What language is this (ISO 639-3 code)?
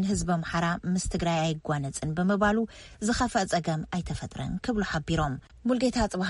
tir